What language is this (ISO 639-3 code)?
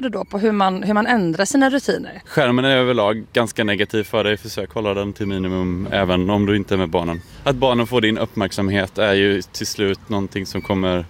swe